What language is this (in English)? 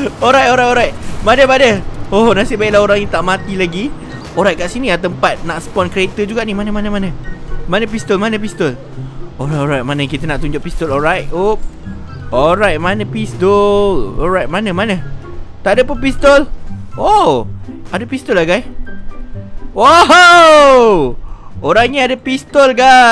Malay